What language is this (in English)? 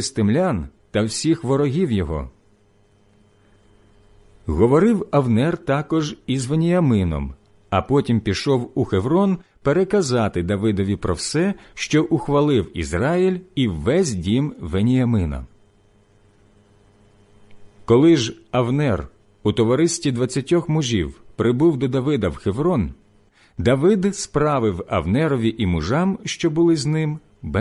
Ukrainian